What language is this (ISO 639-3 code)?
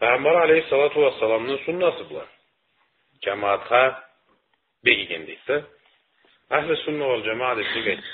krc